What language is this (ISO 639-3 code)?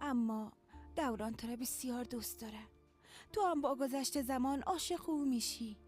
fas